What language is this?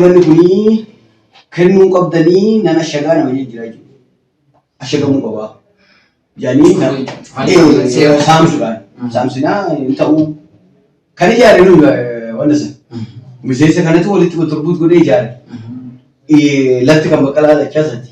Oromo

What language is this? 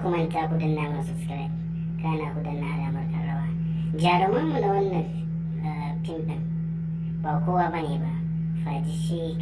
Hausa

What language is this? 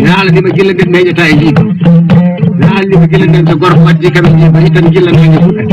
Fula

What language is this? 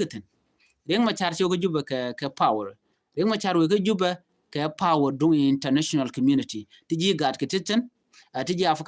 Nuer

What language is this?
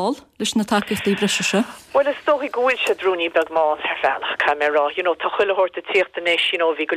Irish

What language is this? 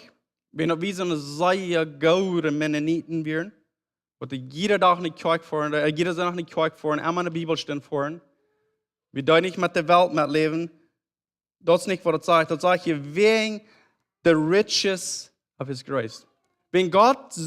Plautdietsch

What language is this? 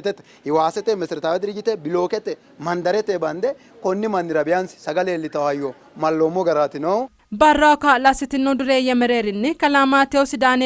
Sidamo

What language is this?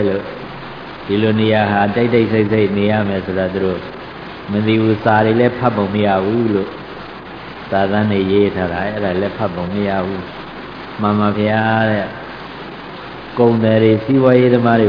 Burmese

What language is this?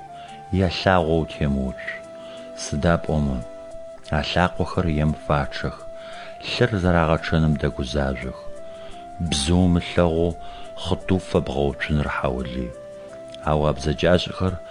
Adyghe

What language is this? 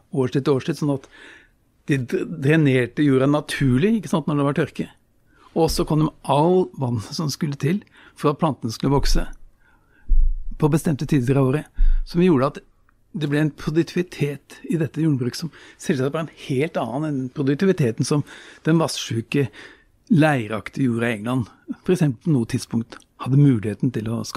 Norwegian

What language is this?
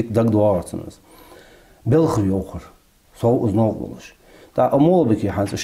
Ingush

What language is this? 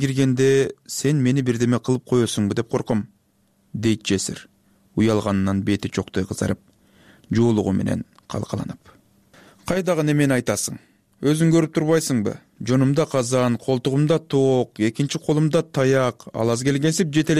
Kyrgyz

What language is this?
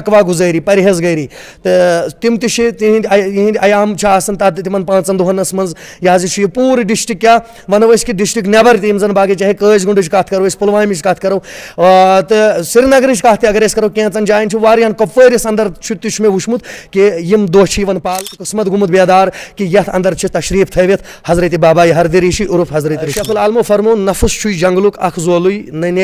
Kashmiri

